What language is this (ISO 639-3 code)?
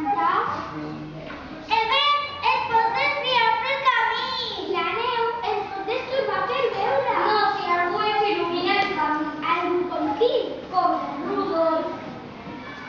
cat